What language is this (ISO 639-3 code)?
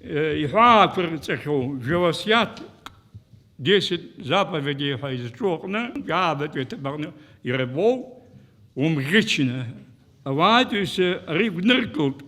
abk